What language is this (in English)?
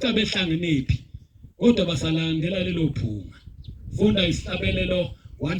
Zulu